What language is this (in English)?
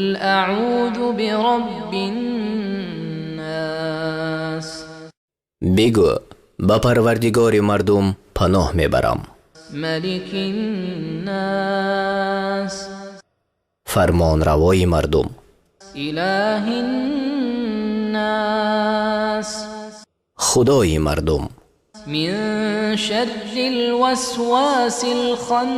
Tajik